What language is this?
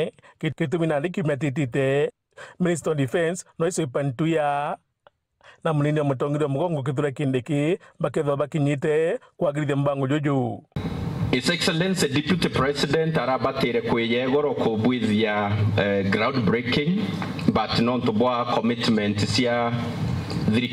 Meru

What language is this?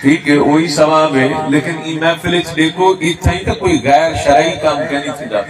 Saraiki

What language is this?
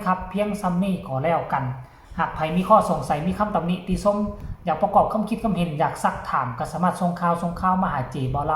Northeastern Thai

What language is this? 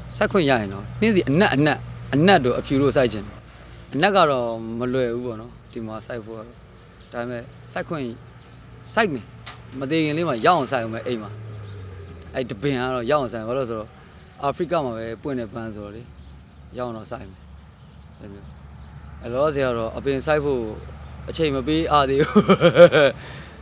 Burmese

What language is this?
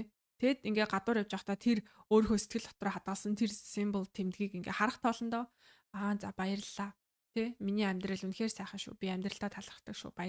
Mongolian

